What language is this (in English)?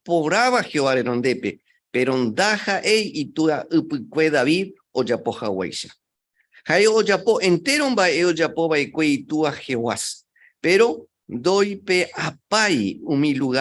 Guarani